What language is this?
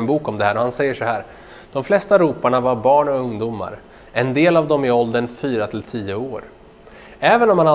Swedish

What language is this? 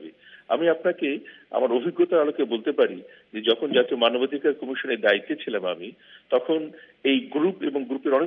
Bangla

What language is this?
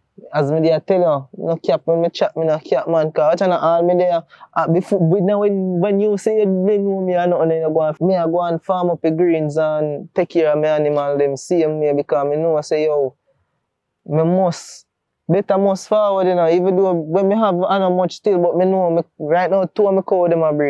Jamaican Creole English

